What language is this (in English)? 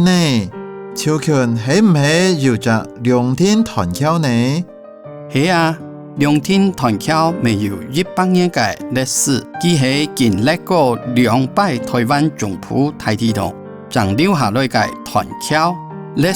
Hakka Chinese